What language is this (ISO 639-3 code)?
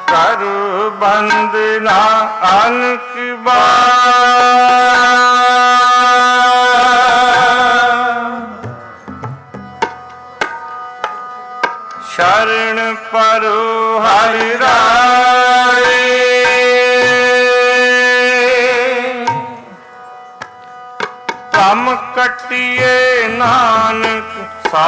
pan